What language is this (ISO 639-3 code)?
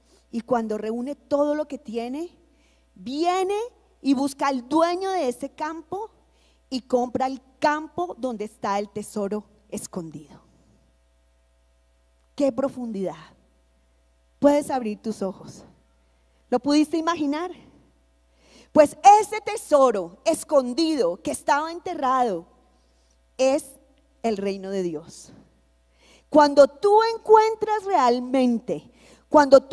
spa